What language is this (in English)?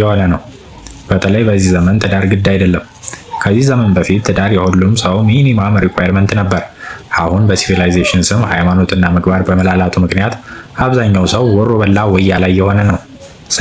Amharic